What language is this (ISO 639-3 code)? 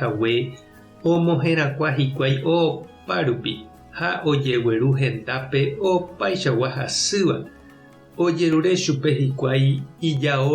grn